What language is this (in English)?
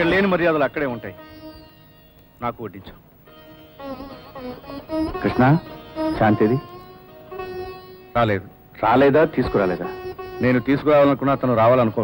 Telugu